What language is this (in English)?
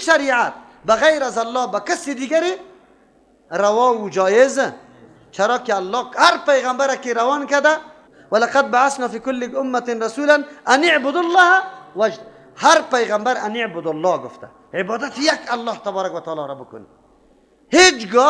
Persian